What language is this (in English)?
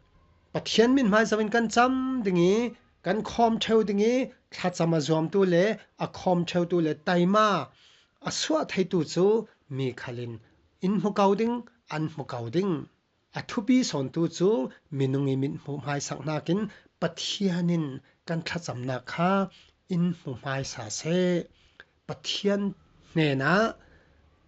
Falam Chin